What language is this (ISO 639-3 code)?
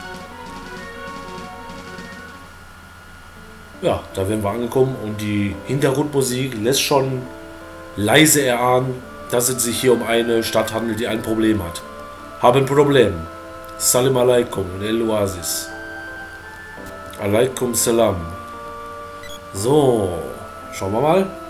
deu